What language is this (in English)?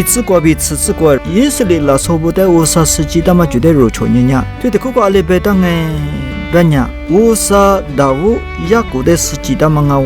Lisu